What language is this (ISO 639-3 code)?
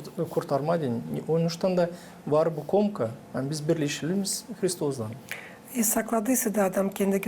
gag